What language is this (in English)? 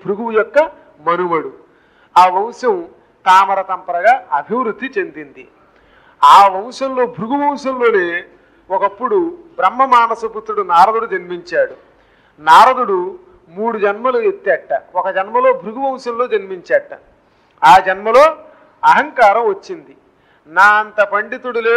Telugu